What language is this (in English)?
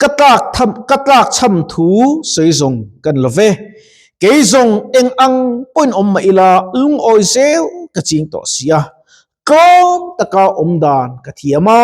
Mizo